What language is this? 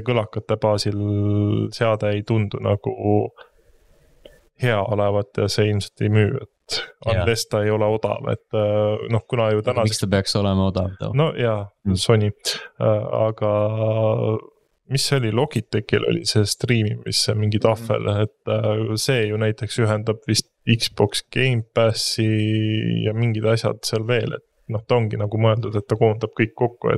Estonian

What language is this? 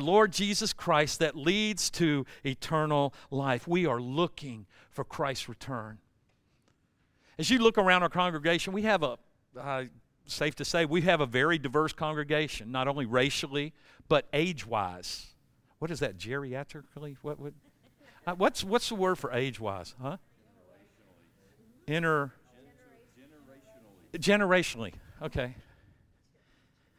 English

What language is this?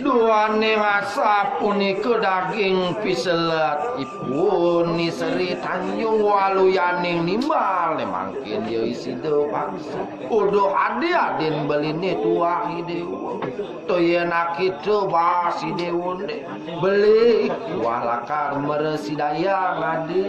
Balinese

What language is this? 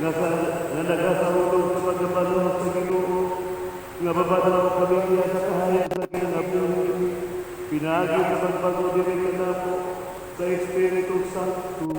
Cebuano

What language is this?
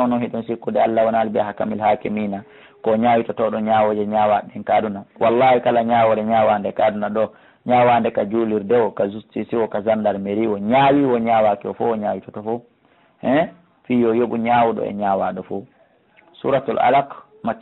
Fula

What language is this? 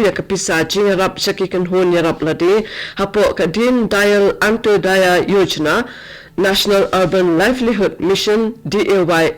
Khasi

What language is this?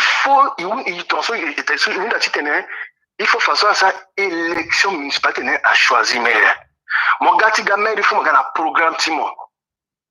Sango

